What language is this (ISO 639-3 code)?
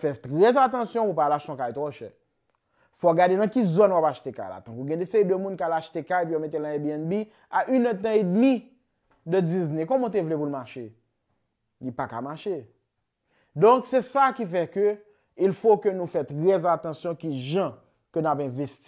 hat